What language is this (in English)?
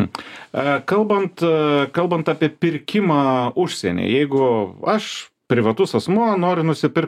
Lithuanian